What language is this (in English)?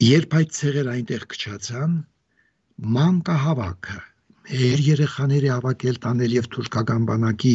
Armenian